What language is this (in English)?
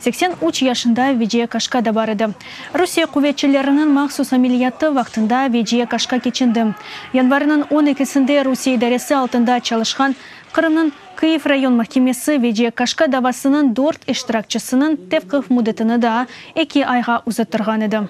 Crimean Tatar